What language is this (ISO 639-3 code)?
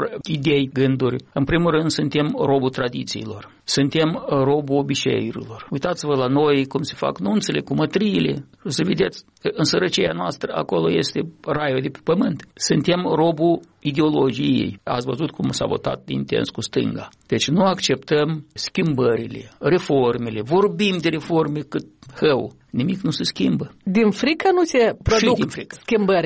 ron